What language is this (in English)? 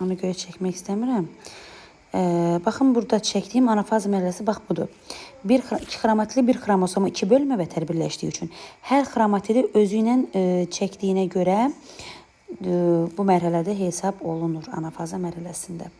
Azerbaijani